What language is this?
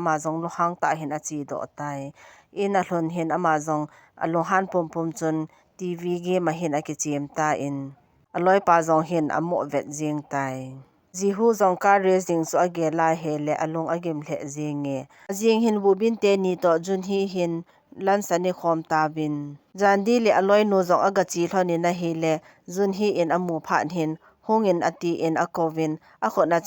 Thado Chin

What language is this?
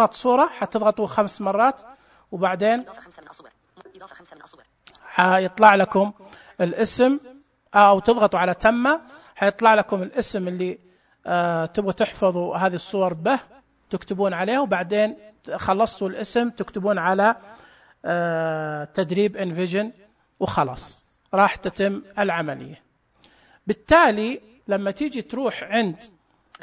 Najdi Arabic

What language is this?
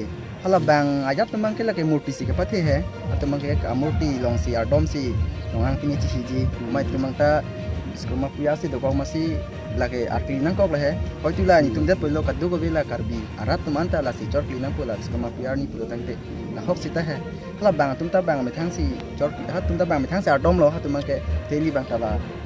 Karbi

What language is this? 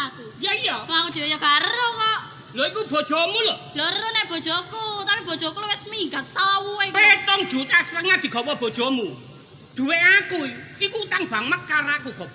Javanese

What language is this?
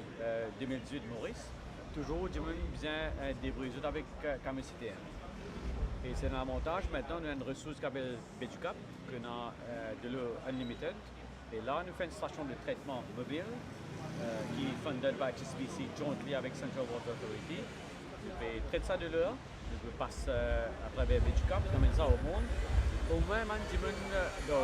Morisyen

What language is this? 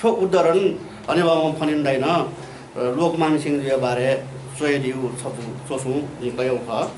Newari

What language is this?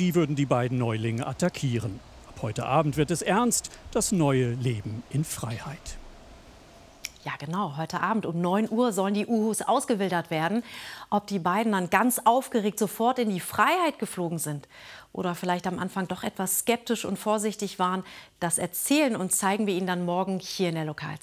German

